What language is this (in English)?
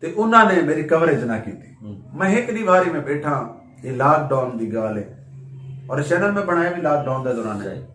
Saraiki